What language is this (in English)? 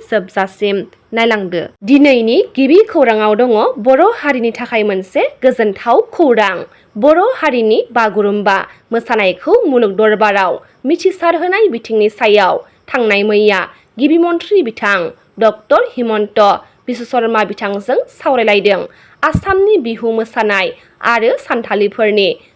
Bodo